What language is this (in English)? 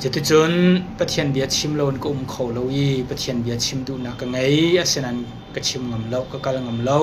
Hakha Chin